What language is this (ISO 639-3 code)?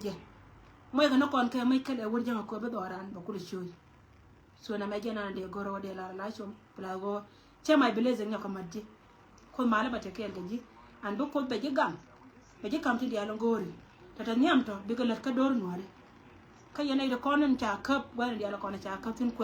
nus